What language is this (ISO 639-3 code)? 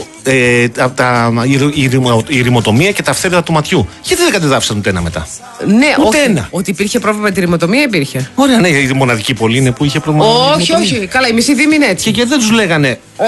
ell